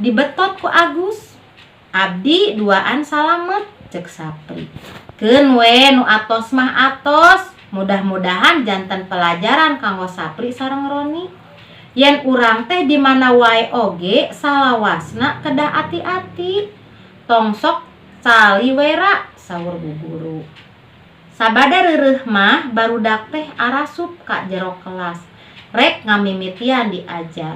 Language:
Sundanese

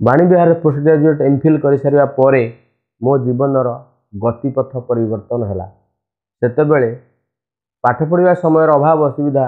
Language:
Odia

